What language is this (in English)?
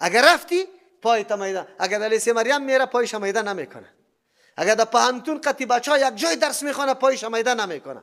Persian